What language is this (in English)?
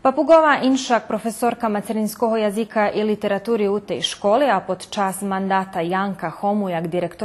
Rusyn